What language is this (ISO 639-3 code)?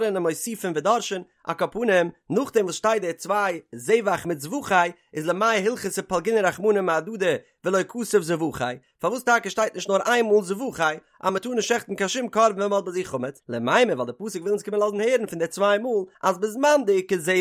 yid